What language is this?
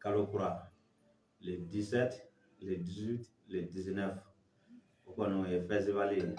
Bambara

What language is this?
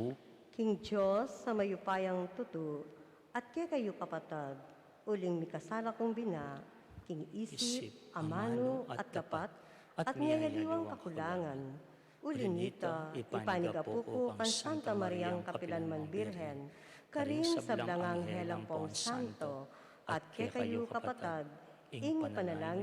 Pampanga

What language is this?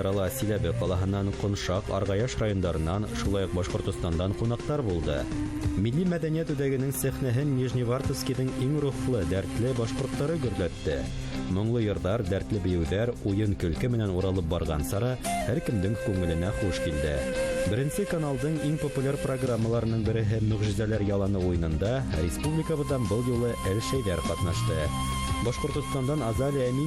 Bashkir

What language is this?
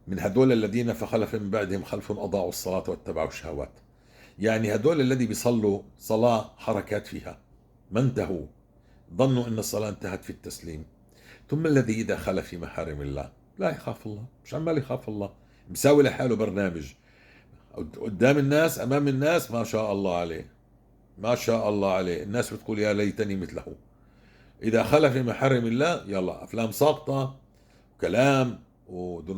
North Levantine Arabic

